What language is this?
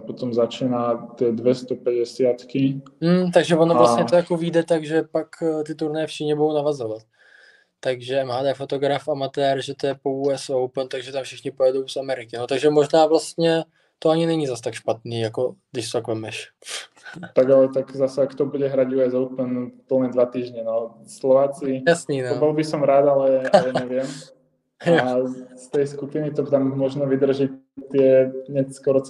Czech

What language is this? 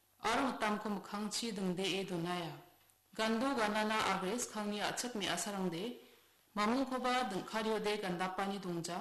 Garo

